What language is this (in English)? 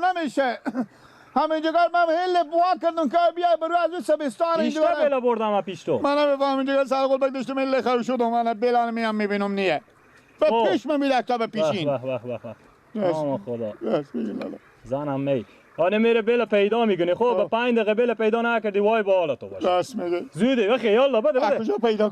Persian